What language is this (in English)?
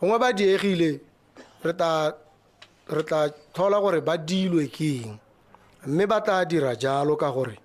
Tswana